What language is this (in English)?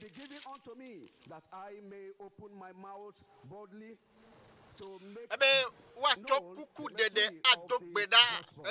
Ewe